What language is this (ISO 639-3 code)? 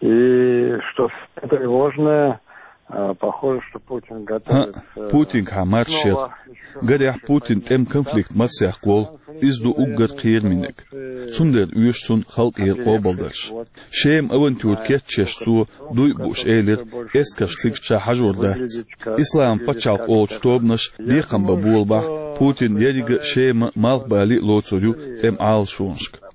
che